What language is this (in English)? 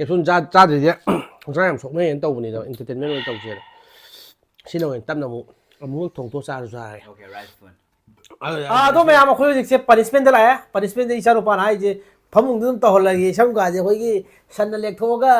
Manipuri